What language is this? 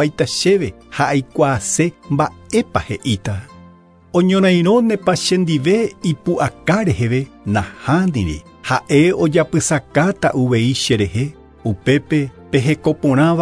Guarani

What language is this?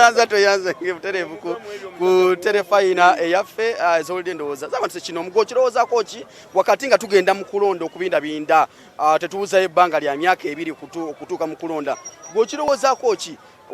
Ganda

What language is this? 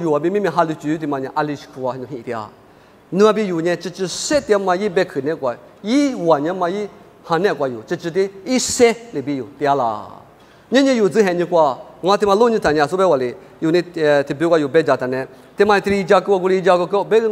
Lisu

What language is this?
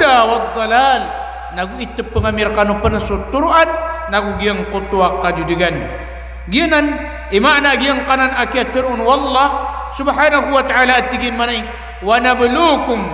Maranao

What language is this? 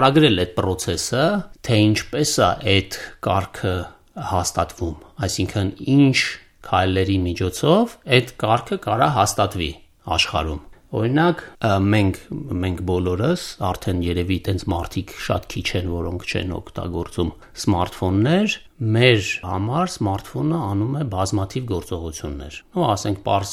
Armenian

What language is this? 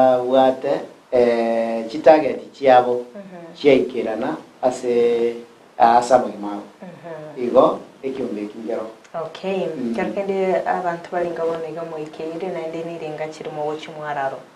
Gusii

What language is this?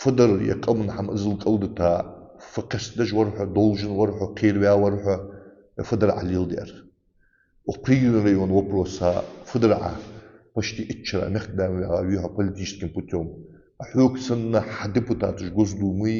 Ingush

